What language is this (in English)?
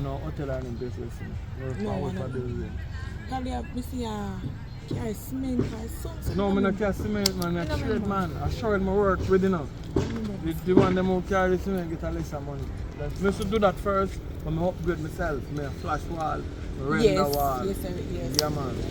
Jamaican Creole English